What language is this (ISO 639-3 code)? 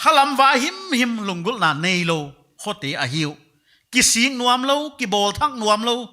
pck